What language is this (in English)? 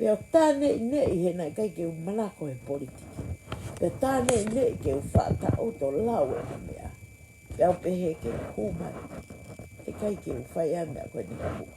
Tongan